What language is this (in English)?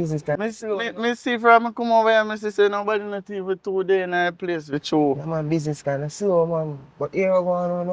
Jamaican Creole English